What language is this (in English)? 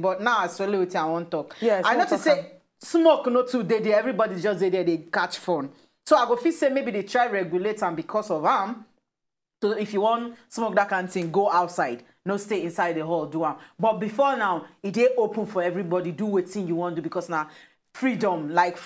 Nigerian Pidgin